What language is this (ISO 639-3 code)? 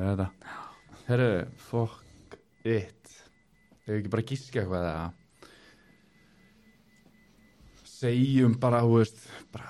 isl